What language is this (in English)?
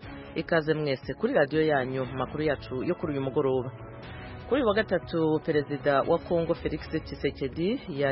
Kinyarwanda